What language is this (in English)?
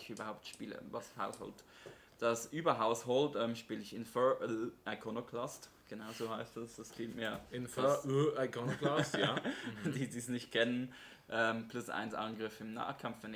Swiss German